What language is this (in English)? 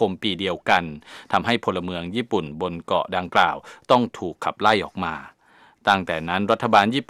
Thai